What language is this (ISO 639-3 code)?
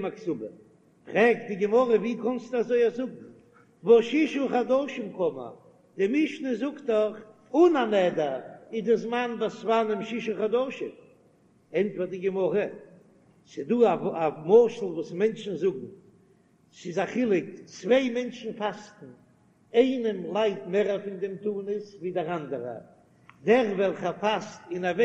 yid